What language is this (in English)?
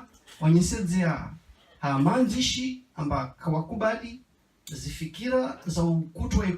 Ngazidja Comorian